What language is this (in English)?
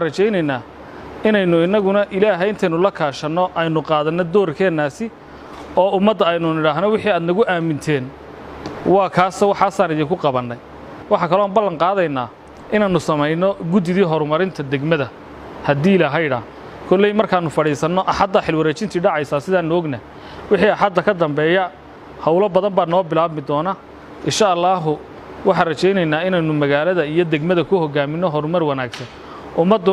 Somali